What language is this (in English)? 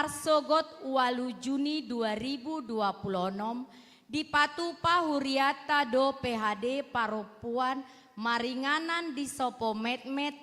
Batak Toba